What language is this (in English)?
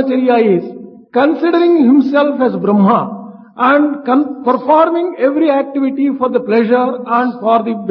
Telugu